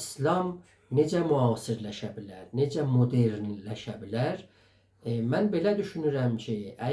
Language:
South Azerbaijani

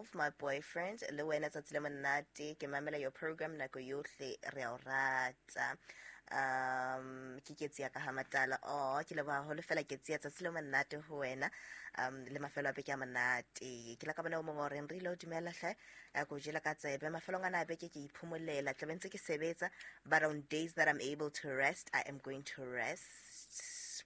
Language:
Southern Sotho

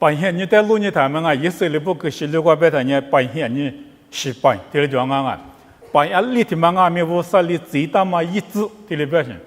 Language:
Lisu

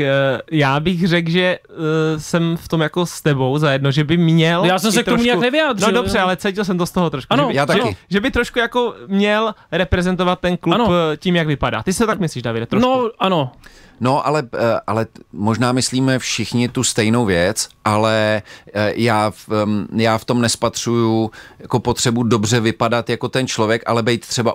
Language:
Czech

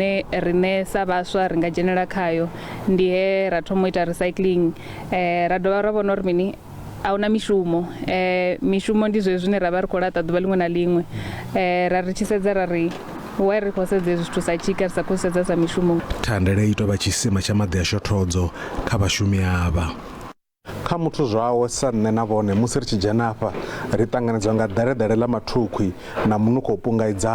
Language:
Venda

